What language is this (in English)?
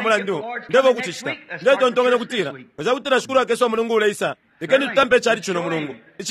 Bemba